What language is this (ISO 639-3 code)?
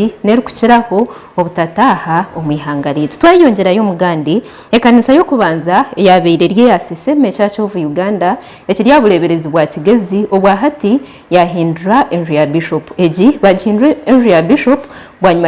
nyn